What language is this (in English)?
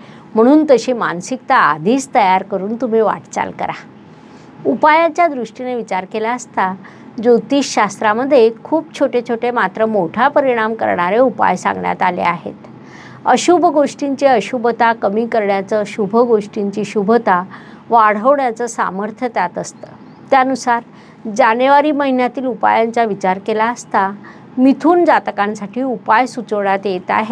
Marathi